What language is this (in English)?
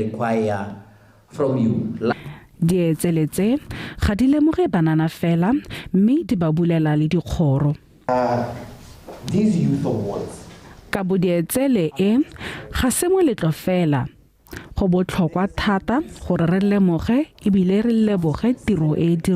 Tswana